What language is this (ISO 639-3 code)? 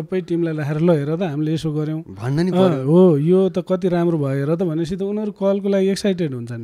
nep